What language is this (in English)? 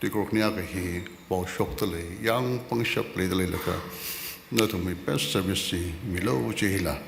Tangkhul Naga (India)